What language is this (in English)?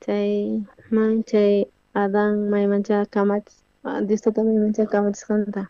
South Bolivian Quechua